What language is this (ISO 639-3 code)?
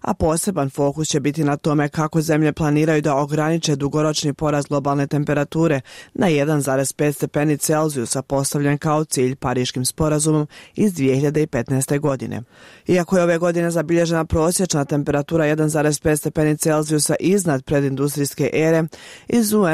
bos